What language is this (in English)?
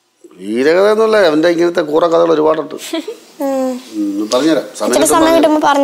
Malayalam